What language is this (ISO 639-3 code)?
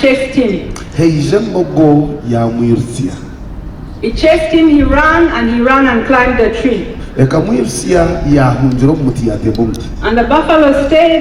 nyn